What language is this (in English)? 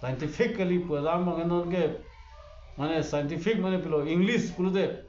Karbi